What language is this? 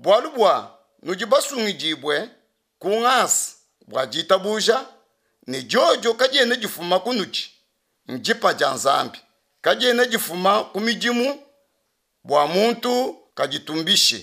Luba-Lulua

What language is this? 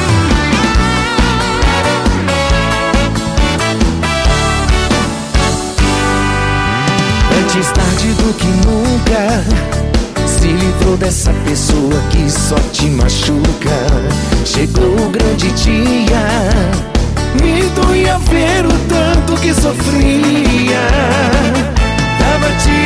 Portuguese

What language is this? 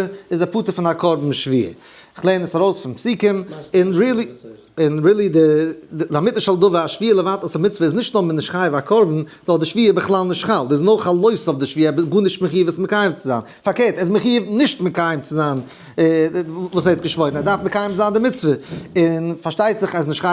Yiddish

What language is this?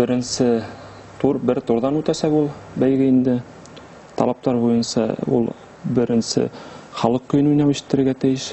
Bashkir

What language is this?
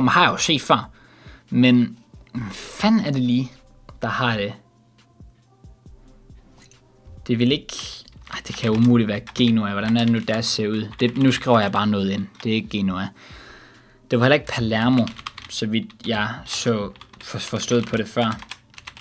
Danish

